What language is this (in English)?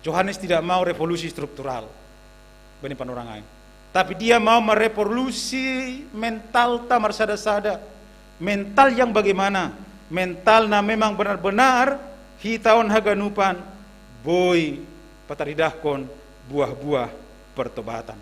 Batak Simalungun